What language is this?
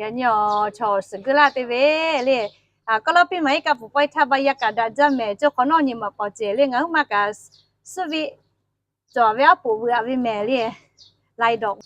Lahu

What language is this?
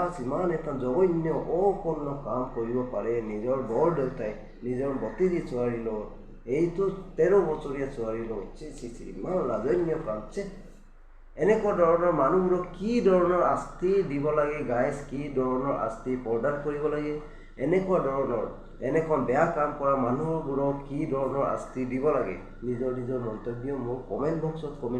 Assamese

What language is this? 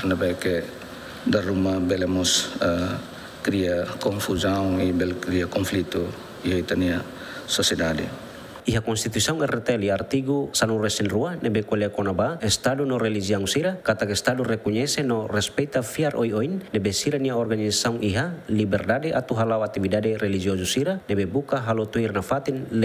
Tetum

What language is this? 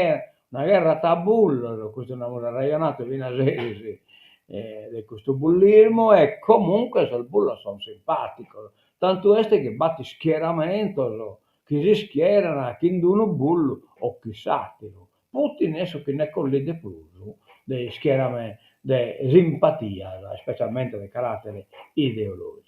Sardinian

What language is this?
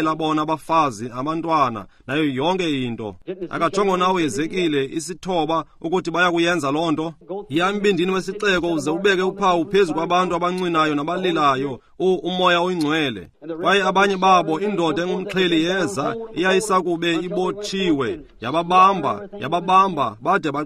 Xhosa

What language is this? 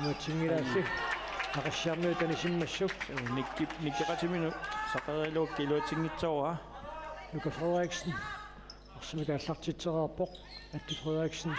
Kalaallisut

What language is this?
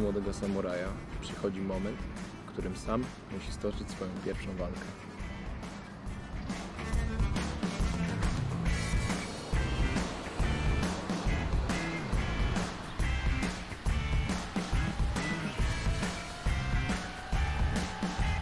Polish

